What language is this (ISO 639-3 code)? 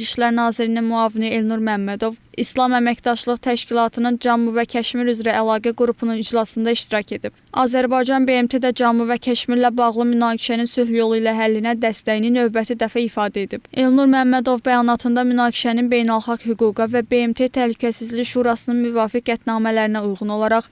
aze